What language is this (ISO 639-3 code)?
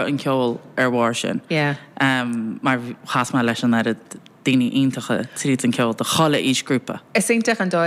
gle